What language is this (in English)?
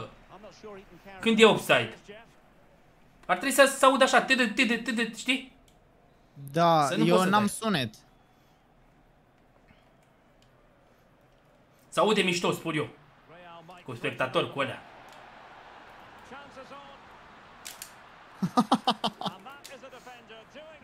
Romanian